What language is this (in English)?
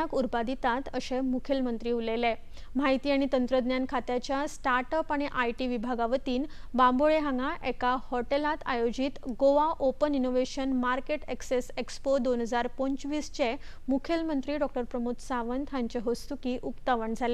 Konkani